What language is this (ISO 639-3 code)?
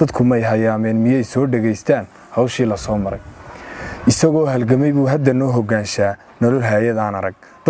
som